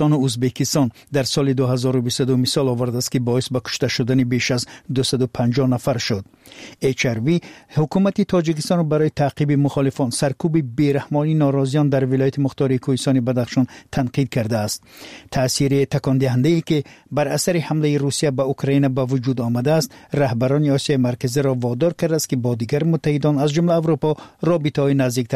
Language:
Tajik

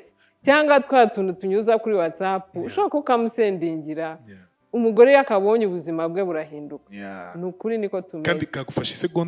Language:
Kinyarwanda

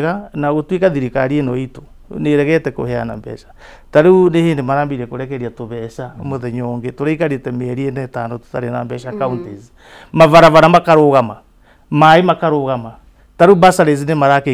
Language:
Kikuyu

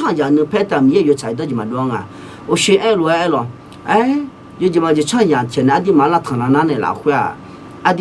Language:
Akha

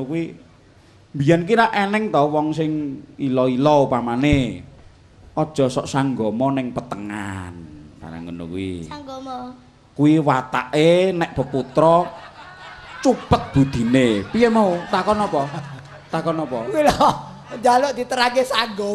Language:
Javanese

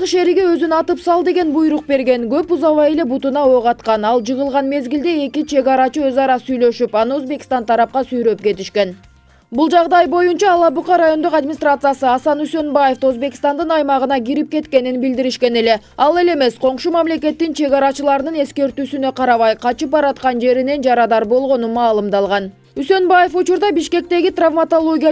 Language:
Kyrgyz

